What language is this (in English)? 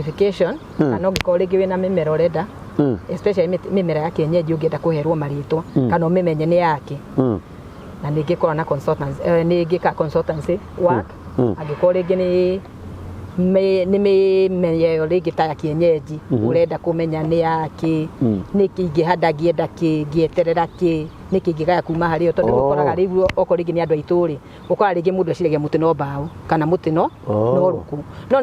Kikuyu